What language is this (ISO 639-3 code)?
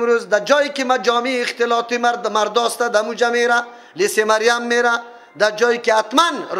fas